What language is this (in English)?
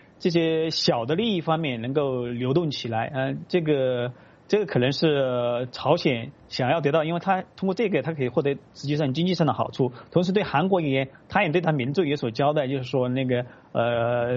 Chinese